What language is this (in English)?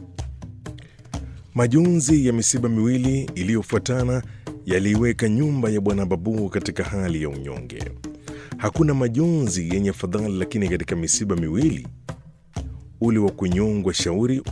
Swahili